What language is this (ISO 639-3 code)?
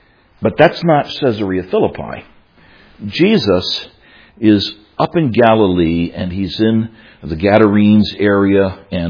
eng